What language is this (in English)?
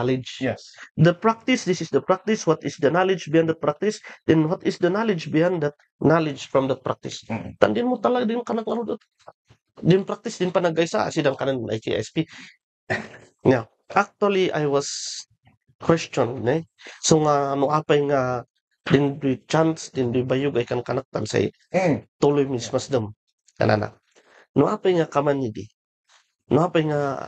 Kankanaey